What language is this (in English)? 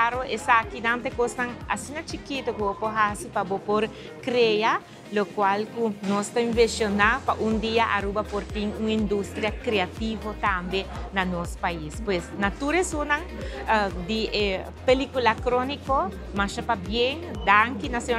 Papiamento